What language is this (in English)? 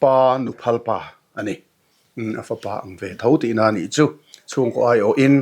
Mizo